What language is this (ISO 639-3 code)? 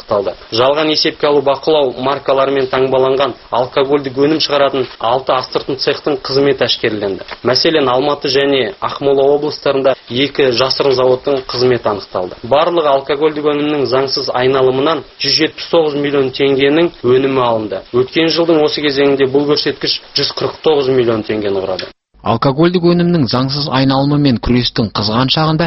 kaz